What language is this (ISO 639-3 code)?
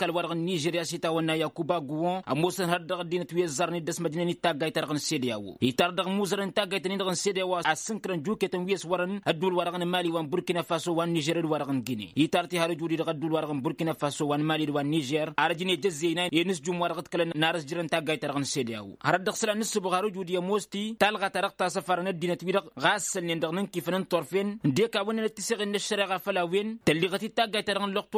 taq